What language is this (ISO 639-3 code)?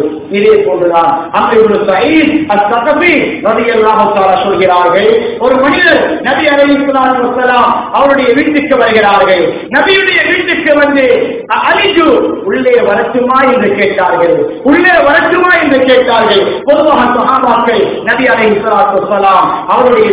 tam